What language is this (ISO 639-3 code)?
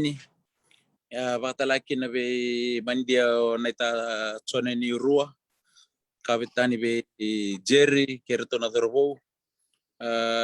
fij